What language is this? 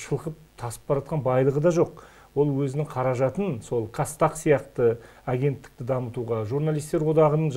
Kazakh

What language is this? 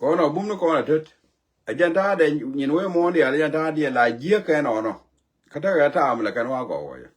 Nuer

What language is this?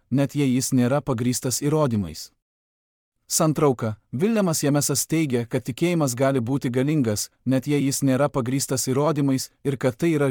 Lithuanian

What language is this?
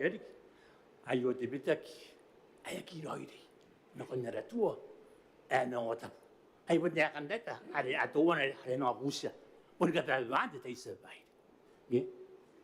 Gilbertese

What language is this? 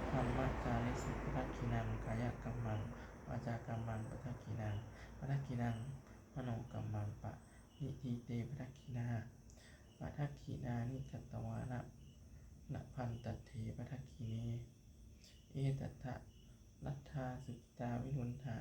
Pali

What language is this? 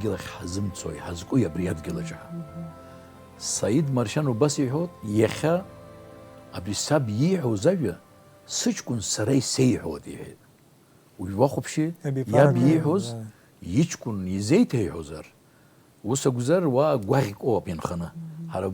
Abkhazian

